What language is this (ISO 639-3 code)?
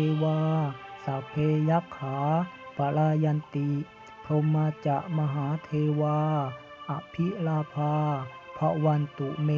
pli